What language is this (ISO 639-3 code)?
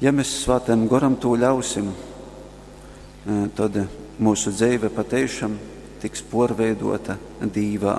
ltg